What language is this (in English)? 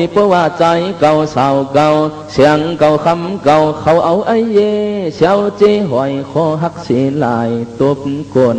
Shan